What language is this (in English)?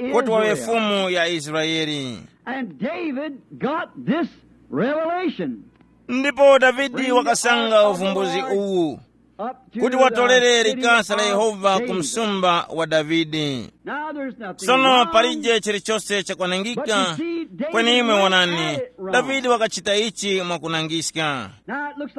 Tumbuka